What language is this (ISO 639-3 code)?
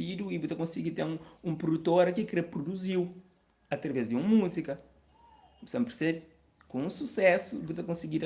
kea